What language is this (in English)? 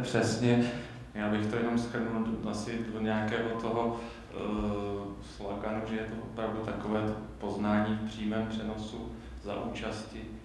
Czech